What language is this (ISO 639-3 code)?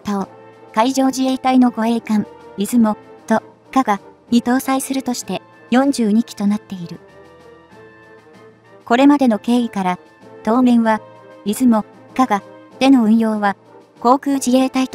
jpn